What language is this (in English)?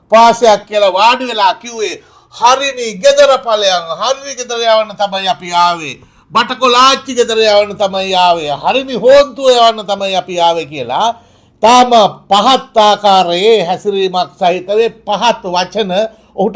Sinhala